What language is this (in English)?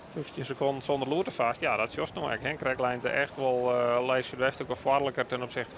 Western Frisian